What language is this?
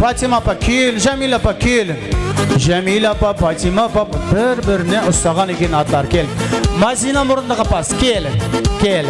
Kara-Kalpak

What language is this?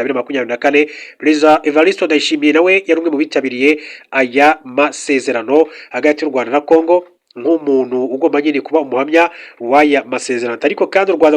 Kinyarwanda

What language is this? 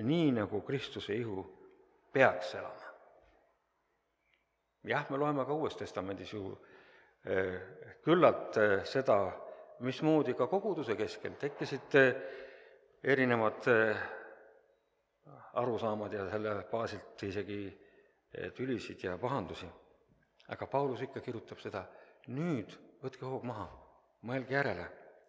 Estonian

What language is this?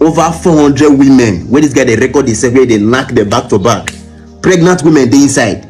Nigerian Pidgin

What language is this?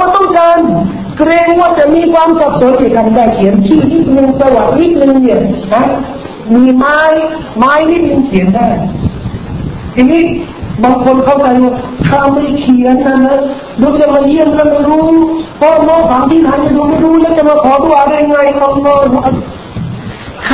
Thai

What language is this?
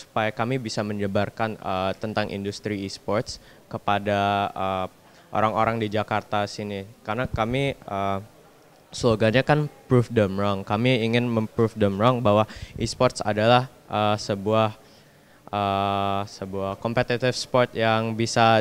Indonesian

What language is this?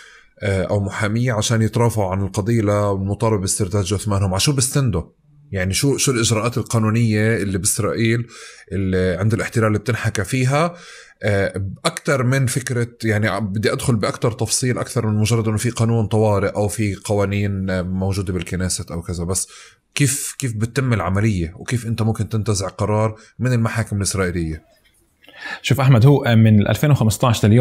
North Levantine Arabic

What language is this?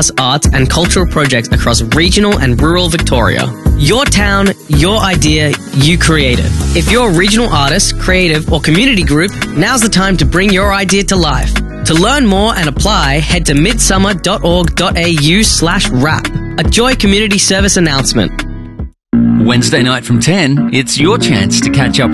English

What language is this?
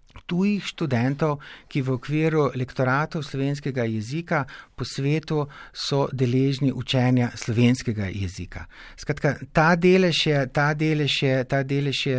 Slovenian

